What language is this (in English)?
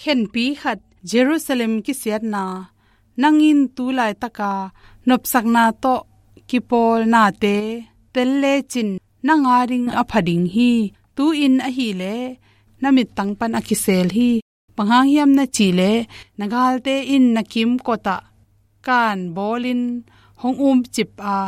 Tedim Chin